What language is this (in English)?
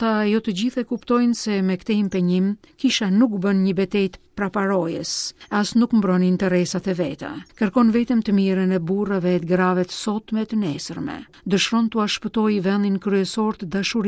Albanian